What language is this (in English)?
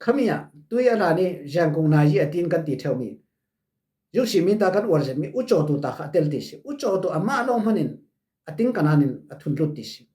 Falam Chin